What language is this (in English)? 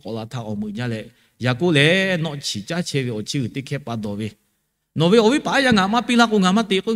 Lahu